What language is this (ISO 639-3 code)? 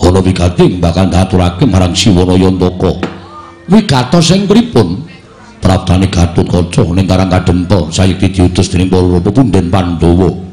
jav